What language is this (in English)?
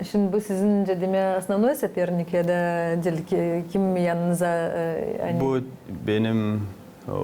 Gagauz